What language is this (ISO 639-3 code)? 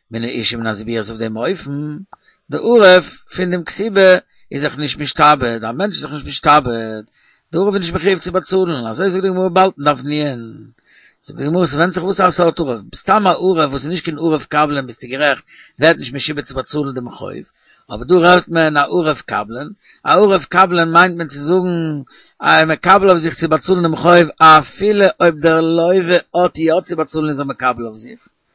yid